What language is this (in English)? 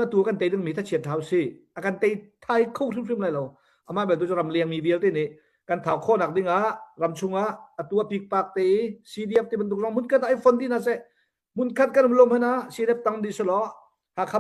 Hakha Chin